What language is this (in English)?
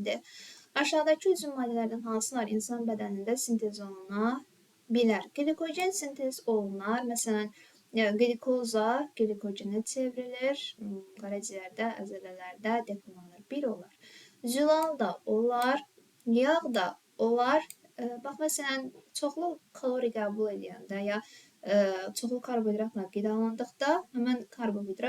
Azerbaijani